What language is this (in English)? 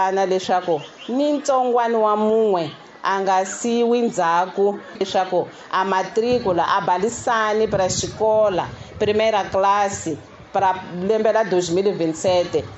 Tsonga